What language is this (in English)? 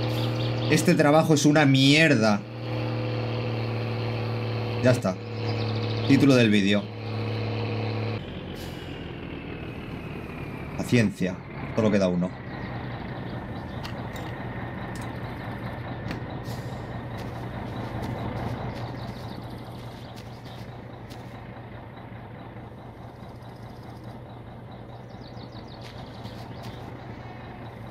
Spanish